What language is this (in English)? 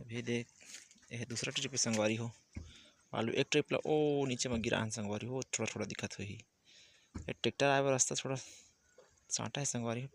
Chhattisgarhi